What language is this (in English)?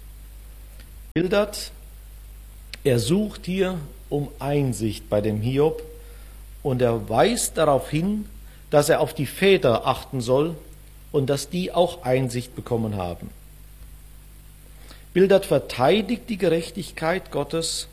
German